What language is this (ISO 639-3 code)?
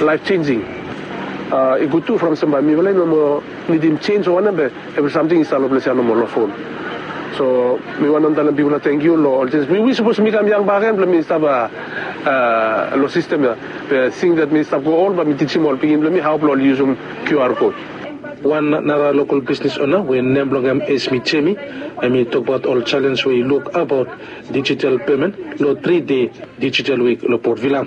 bis